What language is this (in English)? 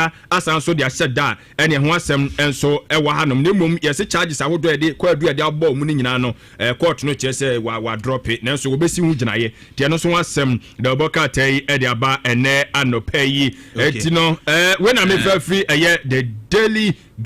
Akan